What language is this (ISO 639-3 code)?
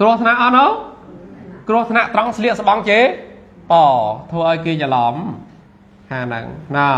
khm